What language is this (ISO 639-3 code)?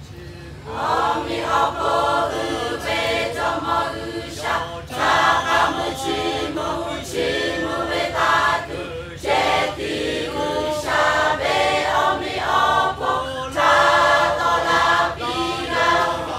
lhu